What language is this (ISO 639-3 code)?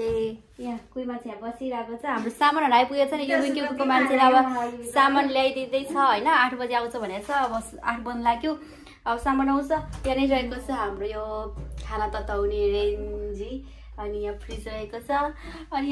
nep